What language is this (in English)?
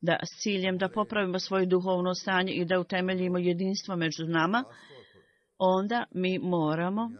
Croatian